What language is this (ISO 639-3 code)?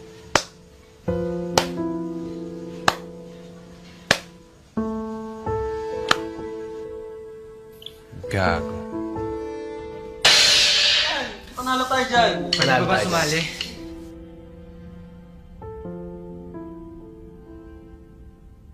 fil